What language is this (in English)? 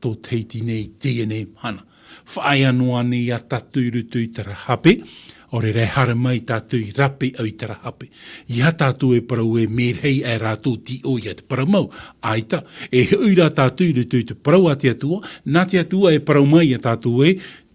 Tahitian